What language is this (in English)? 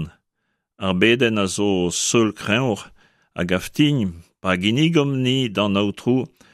Breton